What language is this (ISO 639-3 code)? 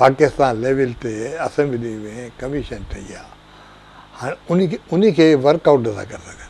snd